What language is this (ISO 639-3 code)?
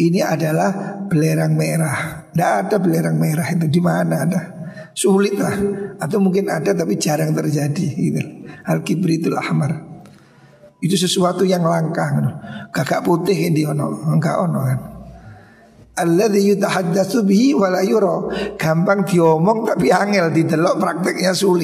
ind